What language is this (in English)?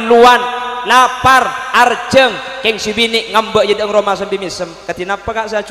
Madurese